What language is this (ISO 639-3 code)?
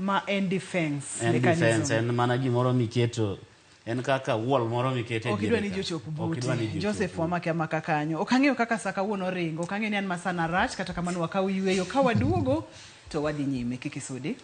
luo